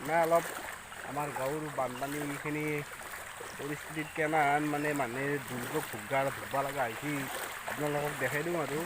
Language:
Assamese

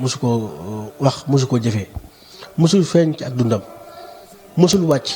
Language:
Wolof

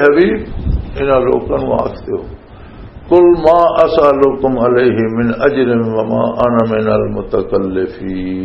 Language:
Western Panjabi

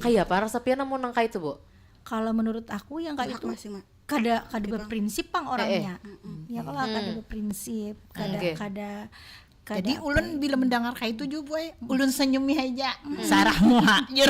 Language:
Banjar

